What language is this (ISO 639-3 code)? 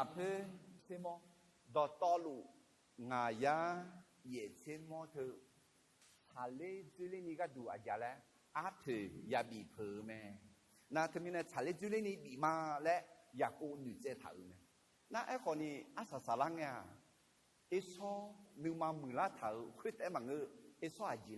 ahk